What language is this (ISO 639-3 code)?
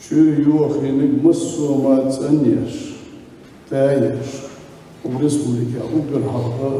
che